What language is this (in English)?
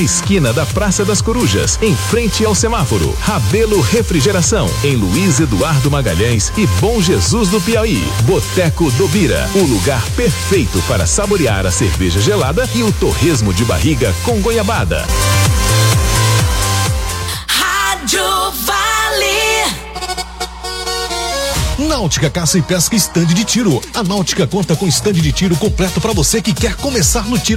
Portuguese